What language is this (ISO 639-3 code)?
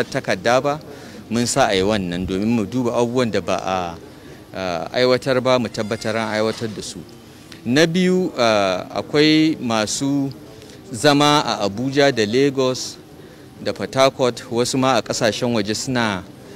hau